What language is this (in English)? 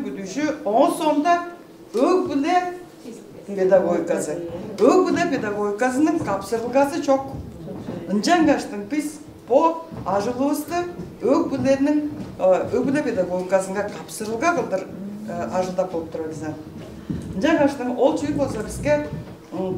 Tuvinian